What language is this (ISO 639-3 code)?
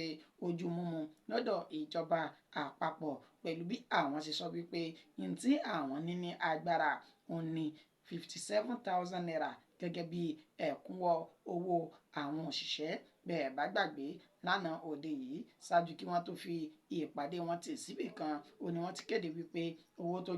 yor